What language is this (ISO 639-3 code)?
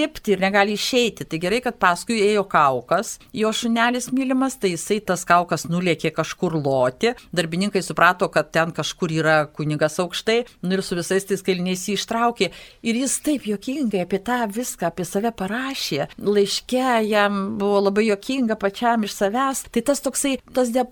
lit